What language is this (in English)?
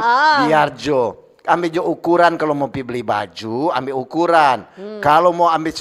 Manado Malay